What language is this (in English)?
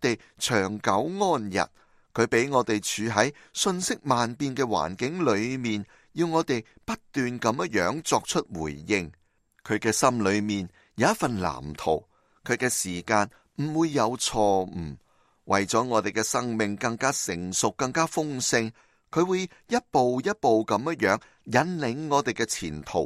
Cantonese